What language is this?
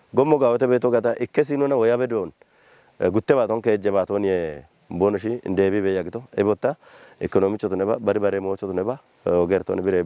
Kafa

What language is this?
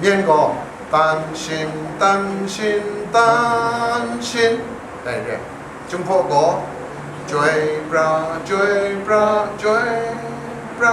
Kachin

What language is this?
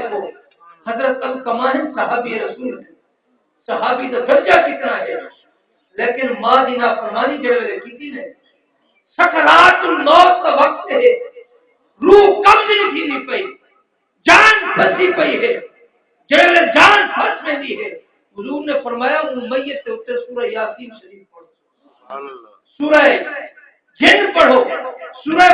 Saraiki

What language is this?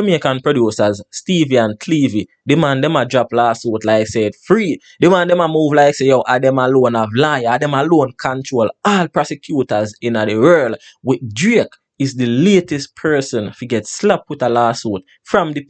Jamaican Creole English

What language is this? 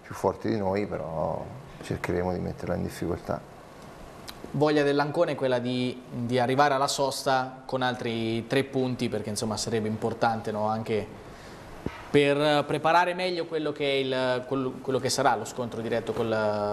Italian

